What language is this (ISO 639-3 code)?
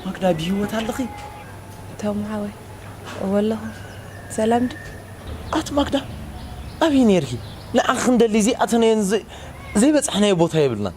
tir